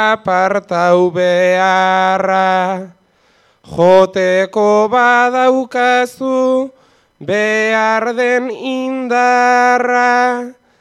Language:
Basque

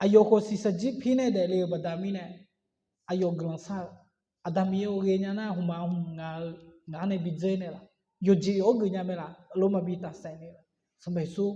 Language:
Akha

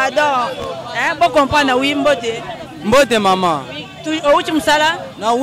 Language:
Lingala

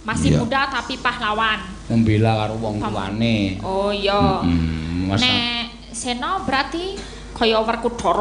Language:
Javanese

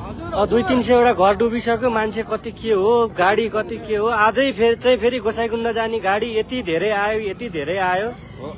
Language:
Nepali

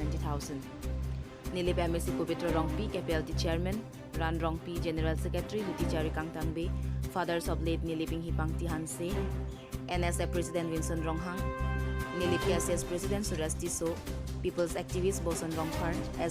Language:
Karbi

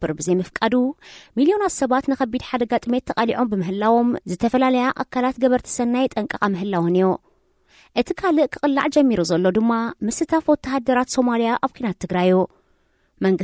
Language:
Tigrinya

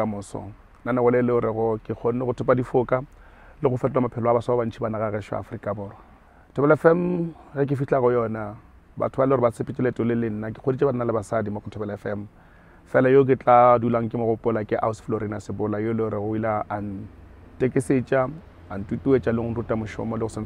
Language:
Northern Sotho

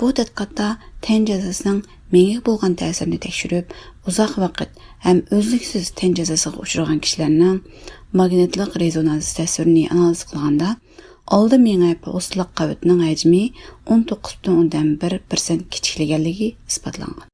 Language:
Uyghur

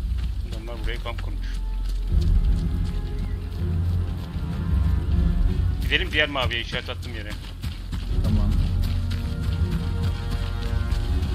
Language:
Turkish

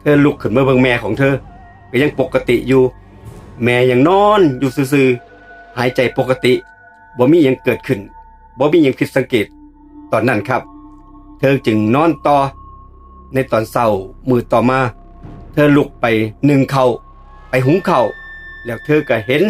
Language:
Northeastern Thai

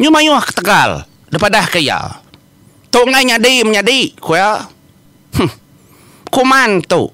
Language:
Iban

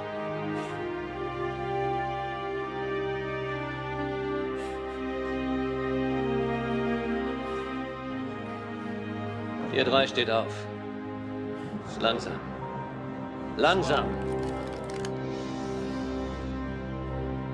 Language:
German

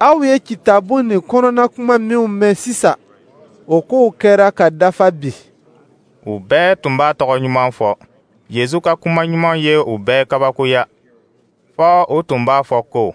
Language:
Dyula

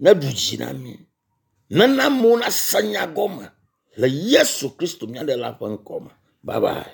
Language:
Ewe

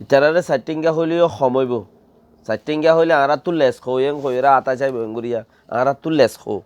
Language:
Rohingya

